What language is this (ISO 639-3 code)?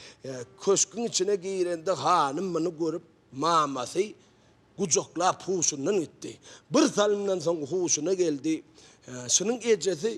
tuk